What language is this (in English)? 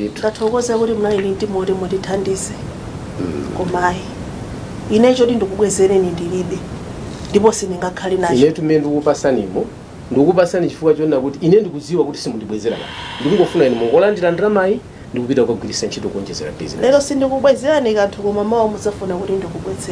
Nyanja